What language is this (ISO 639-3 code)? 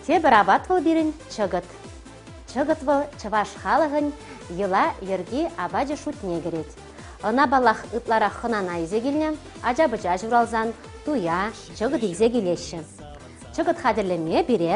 chv